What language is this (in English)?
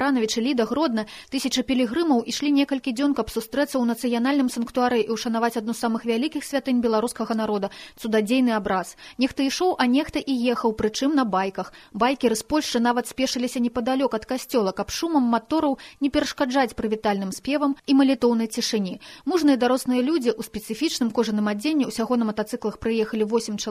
Belarusian